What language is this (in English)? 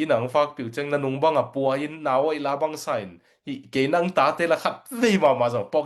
Tedim Chin